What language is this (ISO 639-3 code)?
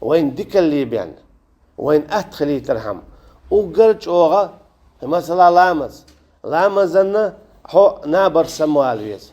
che